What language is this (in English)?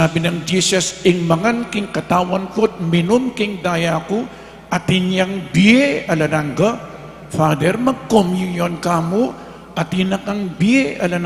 Pampanga